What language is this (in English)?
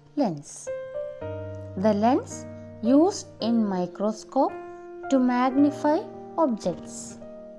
Malayalam